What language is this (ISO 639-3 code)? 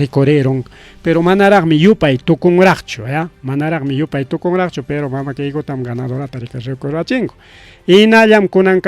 quy